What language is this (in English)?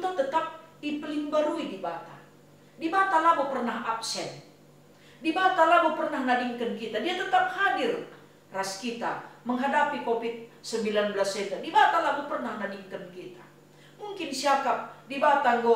Batak Karo